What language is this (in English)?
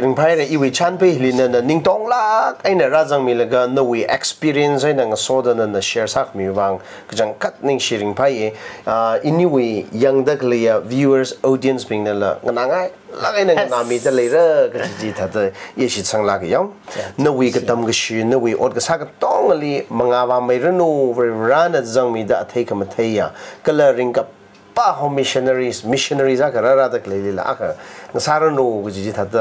Tangkhul Naga (India)